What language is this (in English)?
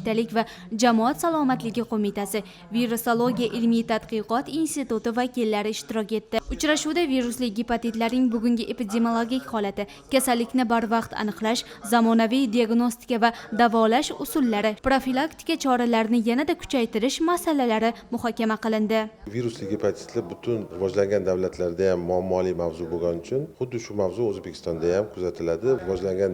Uzbek